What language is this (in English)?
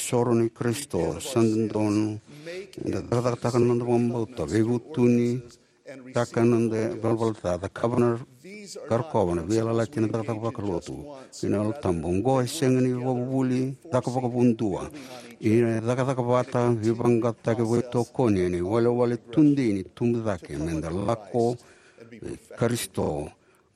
Fijian